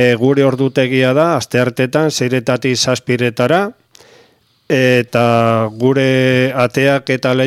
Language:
Basque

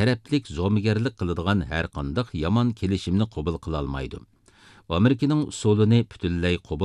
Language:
Uyghur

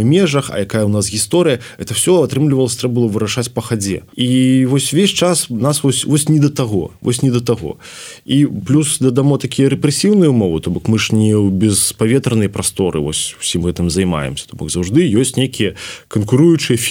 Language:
Belarusian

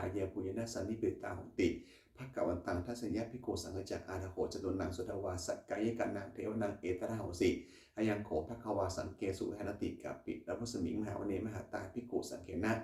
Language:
Pali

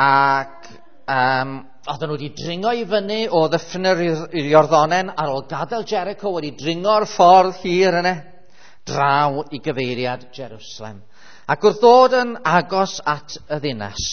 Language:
Welsh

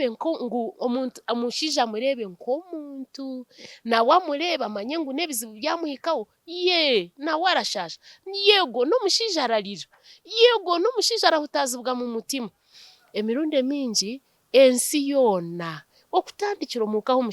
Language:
Nyankole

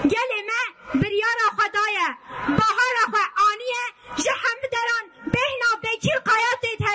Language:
Kurdish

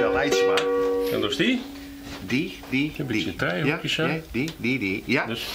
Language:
Western Frisian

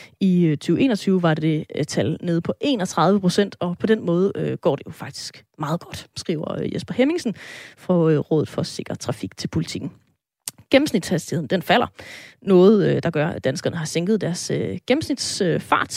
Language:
Danish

